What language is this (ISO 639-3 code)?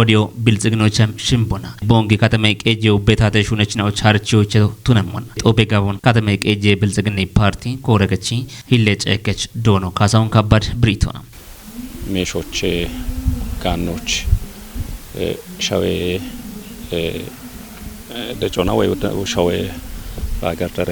kbr